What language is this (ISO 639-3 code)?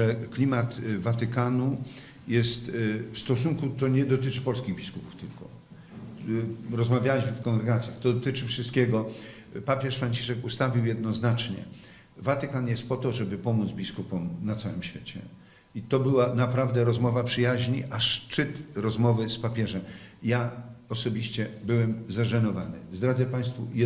pol